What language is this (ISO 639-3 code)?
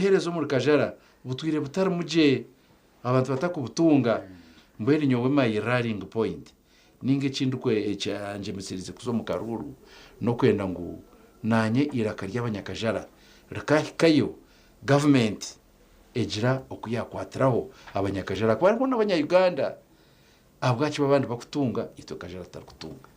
nyn